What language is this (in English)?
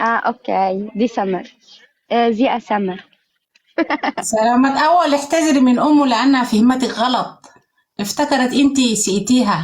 Tigrinya